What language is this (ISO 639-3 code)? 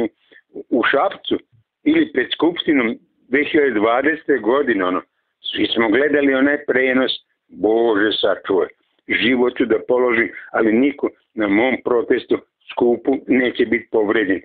srp